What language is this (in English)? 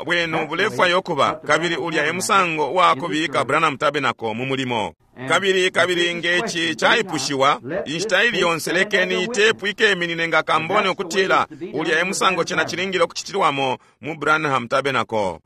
Bemba